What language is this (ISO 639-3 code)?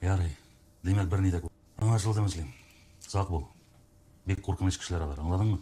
tat